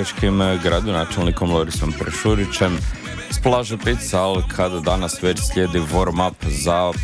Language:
Croatian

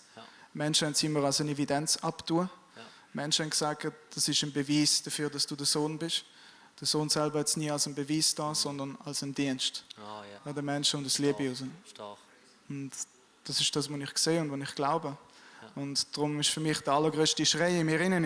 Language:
Swiss German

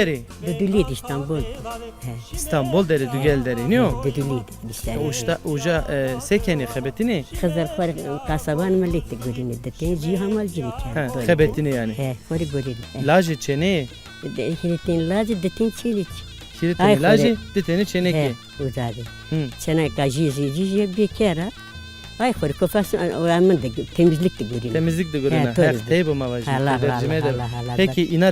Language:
Zaza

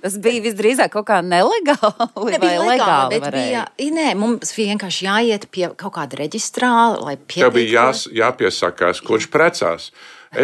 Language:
Latvian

